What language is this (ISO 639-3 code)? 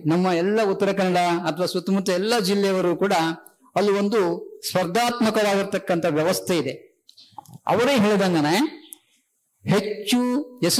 kan